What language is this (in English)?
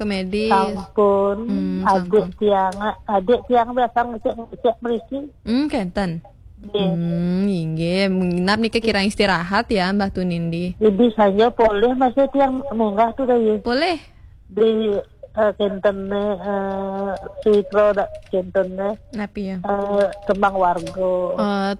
Balinese